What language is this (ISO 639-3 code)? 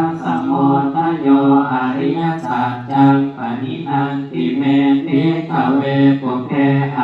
pli